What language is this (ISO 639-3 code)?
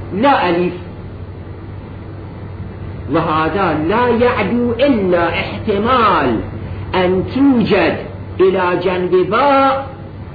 ara